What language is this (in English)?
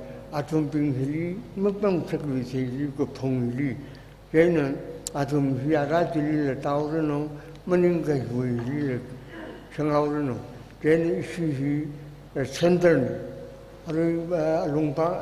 Tangkhul Naga (India)